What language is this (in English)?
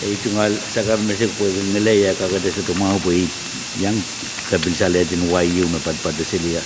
Pohnpeian